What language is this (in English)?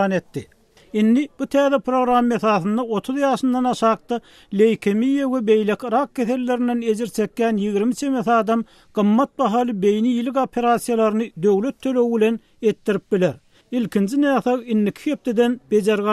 Turkmen